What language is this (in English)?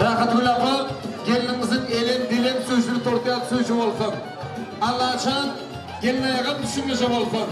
Turkmen